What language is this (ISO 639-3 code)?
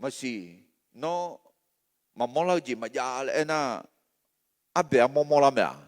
ahk